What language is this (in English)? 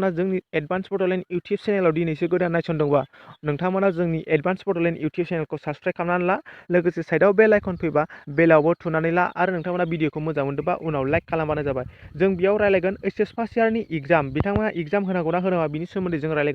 Bodo